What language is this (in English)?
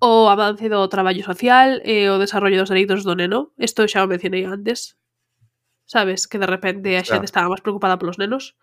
Galician